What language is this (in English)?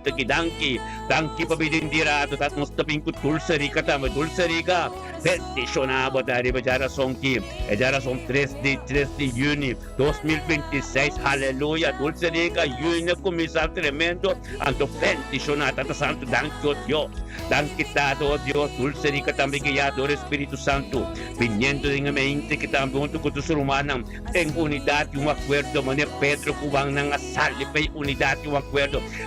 Papiamento